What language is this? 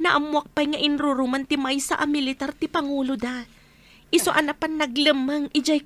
Iloko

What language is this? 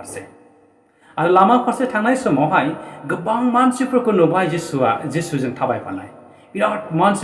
Bodo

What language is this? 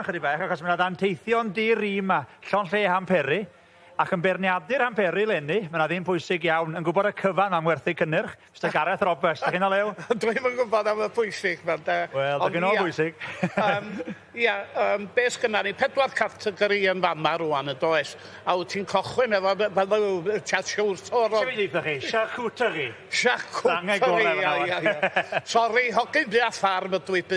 Welsh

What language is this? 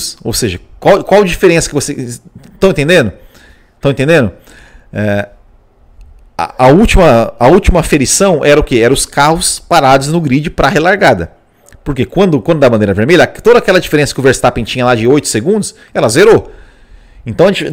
Portuguese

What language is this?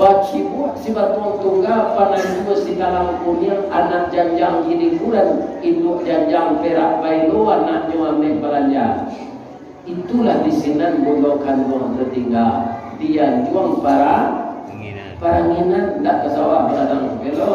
Minangkabau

